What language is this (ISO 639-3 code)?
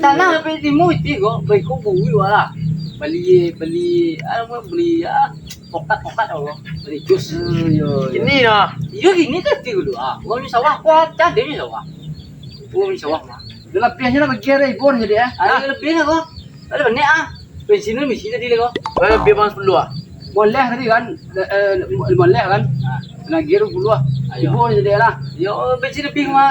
min